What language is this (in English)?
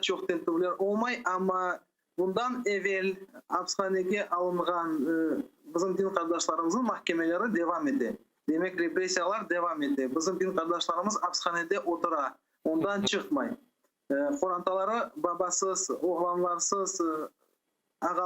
Crimean Tatar